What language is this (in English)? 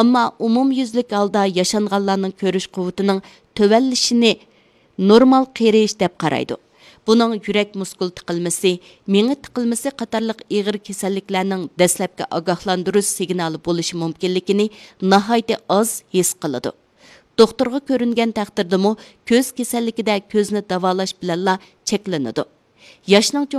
Uyghur